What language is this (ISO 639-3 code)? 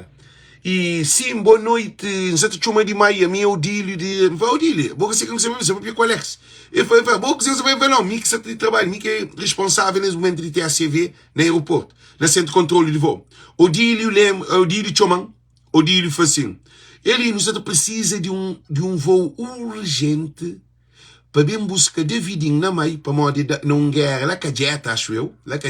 kea